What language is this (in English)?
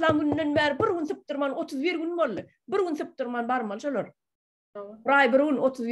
Turkmen